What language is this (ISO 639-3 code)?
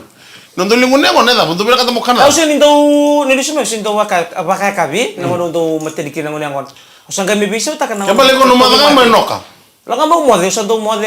fij